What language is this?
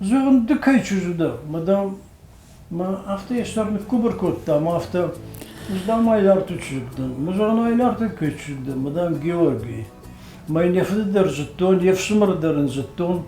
Ossetic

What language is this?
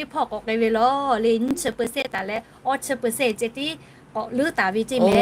Lahu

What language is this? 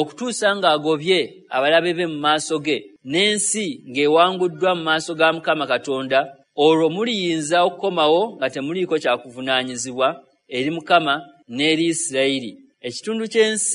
Ganda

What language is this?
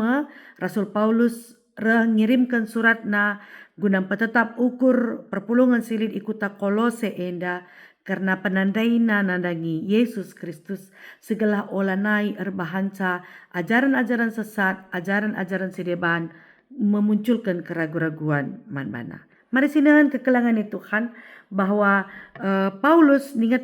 Batak Karo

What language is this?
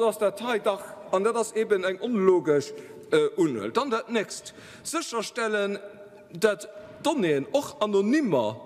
Luxembourgish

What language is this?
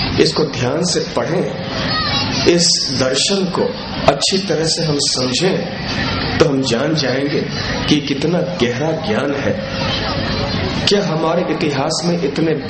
Hindi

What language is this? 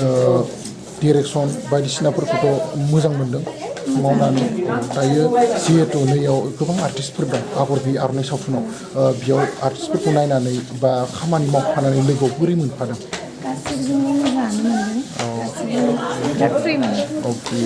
Bodo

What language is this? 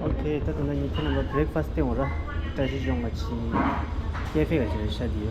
Tibetan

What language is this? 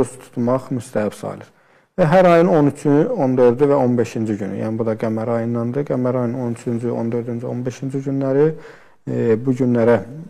Azerbaijani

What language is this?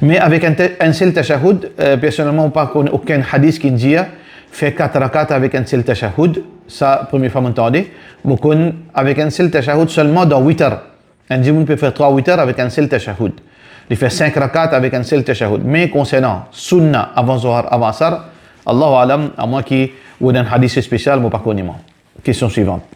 Morisyen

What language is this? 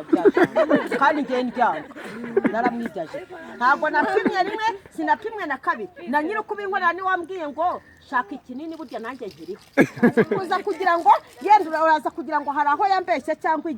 Kinyarwanda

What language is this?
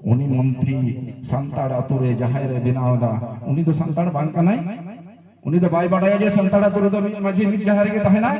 Santali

